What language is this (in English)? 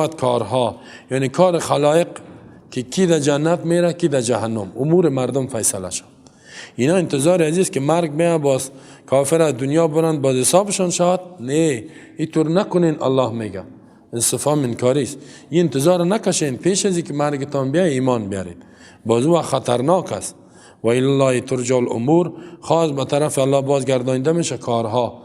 Persian